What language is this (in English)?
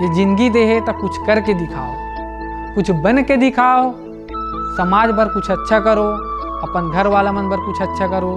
Chhattisgarhi